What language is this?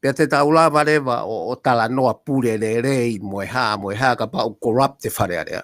Tongan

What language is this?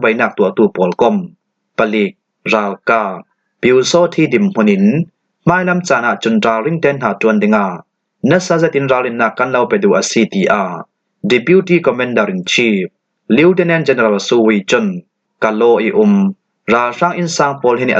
Falam Chin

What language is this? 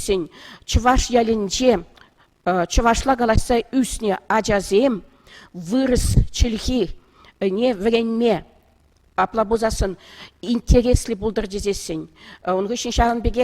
Chuvash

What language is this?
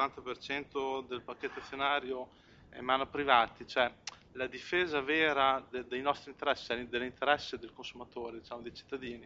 Italian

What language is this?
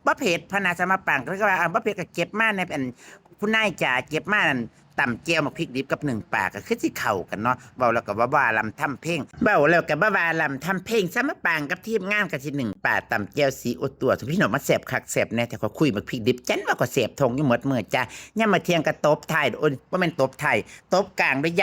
Northeastern Thai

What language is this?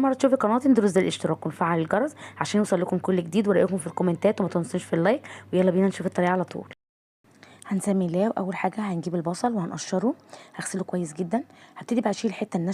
Egyptian Arabic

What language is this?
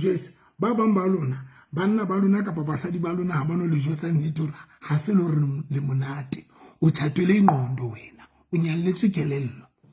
Southern Sotho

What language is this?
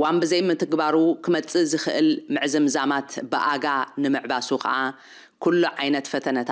Tigrinya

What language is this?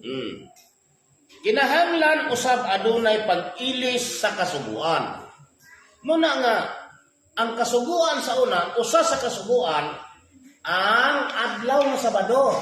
Cebuano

